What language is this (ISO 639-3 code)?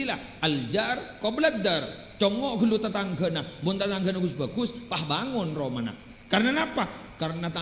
mad